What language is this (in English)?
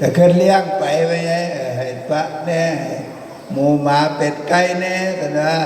Northeastern Thai